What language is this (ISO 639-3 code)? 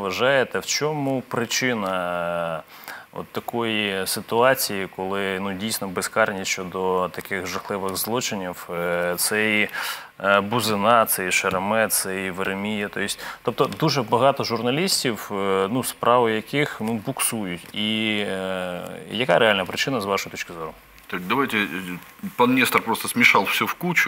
ukr